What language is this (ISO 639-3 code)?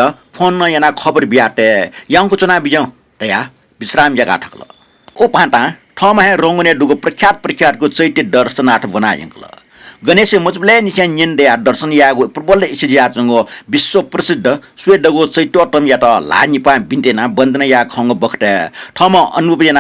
new